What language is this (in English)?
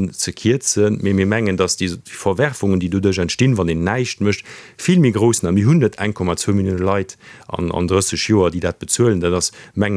Luxembourgish